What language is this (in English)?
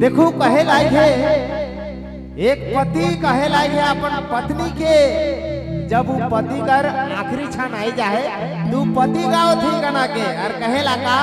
Sadri